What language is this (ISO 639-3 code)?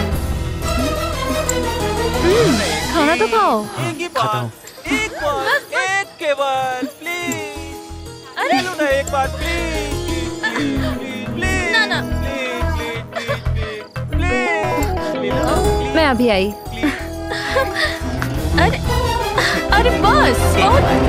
bho